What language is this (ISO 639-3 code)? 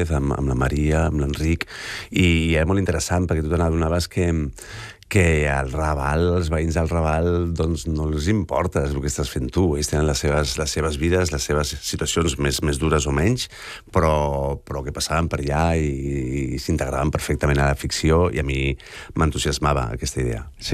cat